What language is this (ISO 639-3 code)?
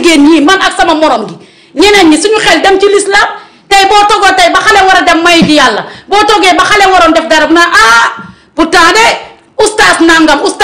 wol